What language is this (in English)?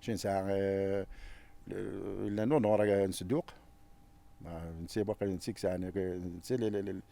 Kabyle